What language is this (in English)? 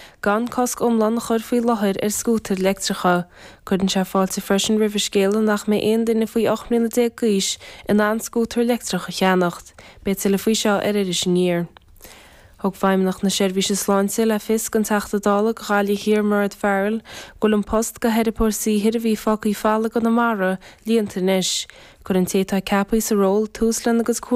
Irish